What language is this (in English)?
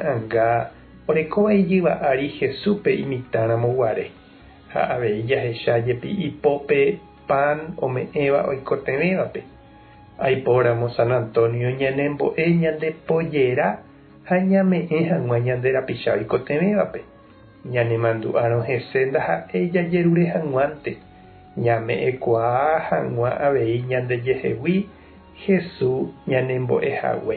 Guarani